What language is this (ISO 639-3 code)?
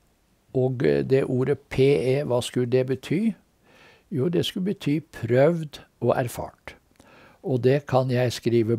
nor